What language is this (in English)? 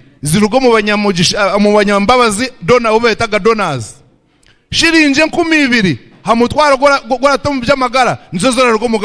Nyankole